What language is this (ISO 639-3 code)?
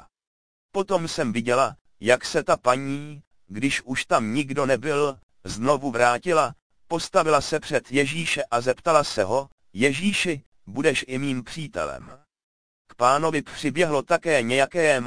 ces